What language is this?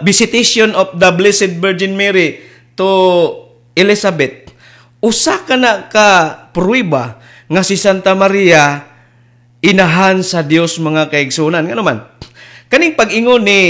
Cebuano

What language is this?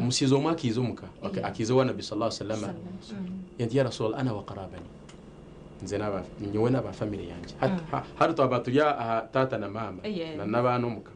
Nyankole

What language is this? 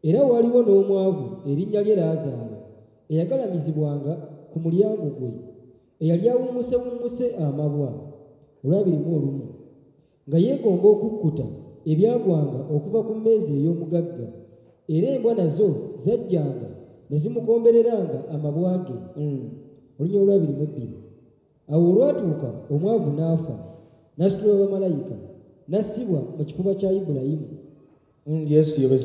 Ganda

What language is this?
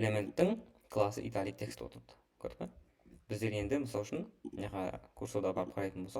Kara-Kalpak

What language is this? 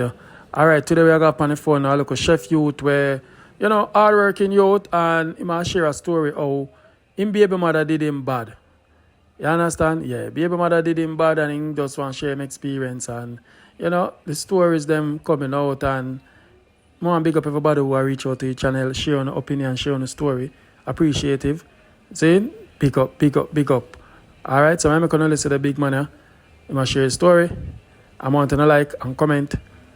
Jamaican Creole English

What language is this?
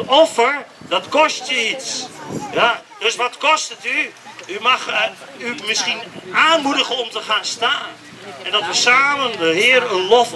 Dutch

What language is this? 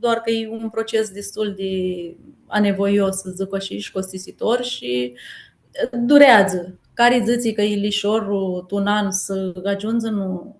Aromanian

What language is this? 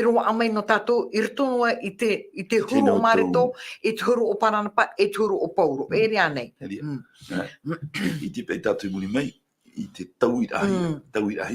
Tahitian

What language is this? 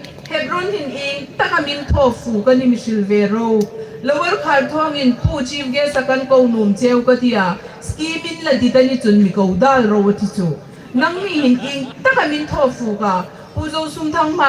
Hmar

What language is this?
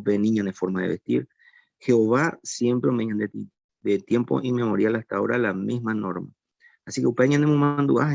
Guarani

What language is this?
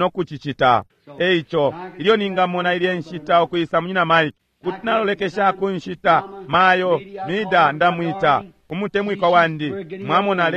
Bemba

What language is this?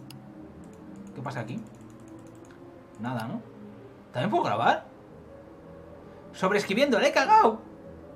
Spanish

